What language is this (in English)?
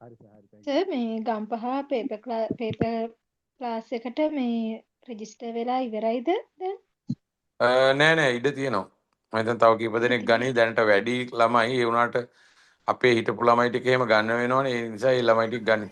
Sinhala